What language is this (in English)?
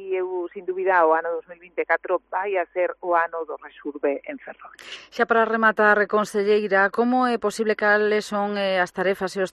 Galician